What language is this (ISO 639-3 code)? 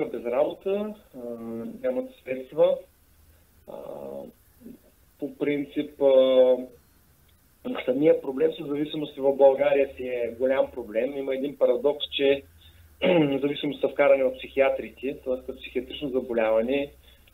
bul